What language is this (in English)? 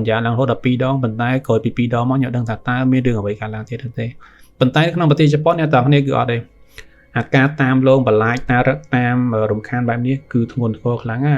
Khmer